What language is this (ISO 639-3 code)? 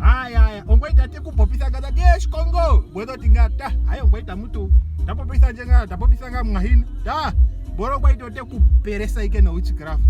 ndo